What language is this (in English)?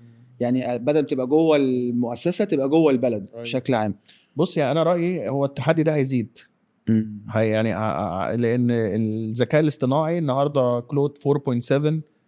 Egyptian Arabic